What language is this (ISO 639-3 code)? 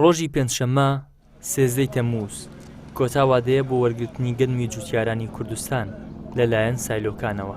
ckb